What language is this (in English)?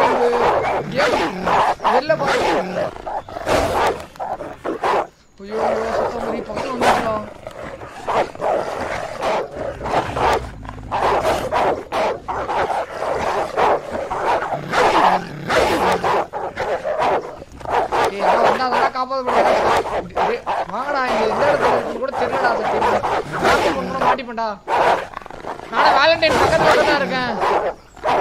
Tamil